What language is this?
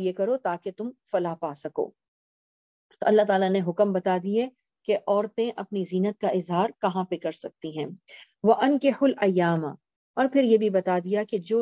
Urdu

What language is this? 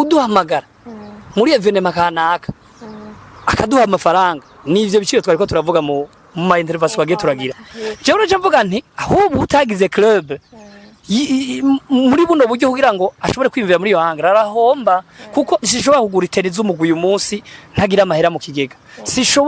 Rundi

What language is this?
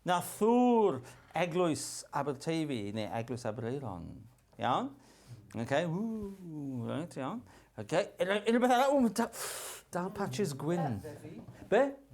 Welsh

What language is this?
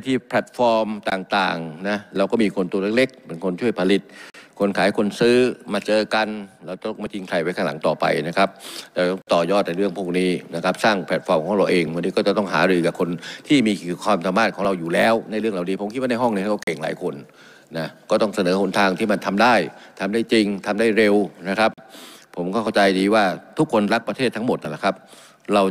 Thai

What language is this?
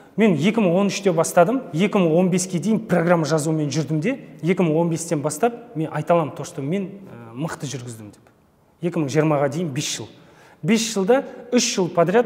Kazakh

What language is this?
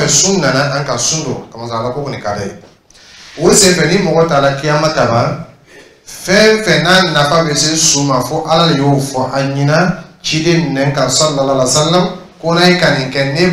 Dyula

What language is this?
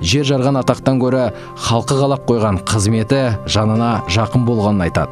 Kazakh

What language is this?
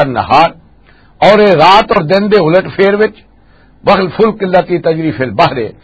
Western Panjabi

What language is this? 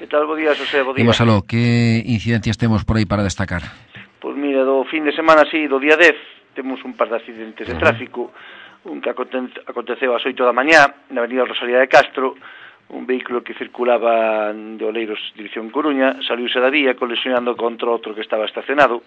Galician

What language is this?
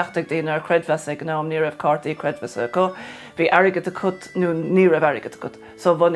Irish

